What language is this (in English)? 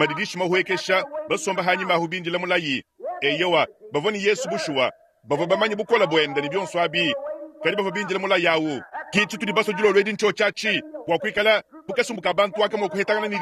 Luba-Lulua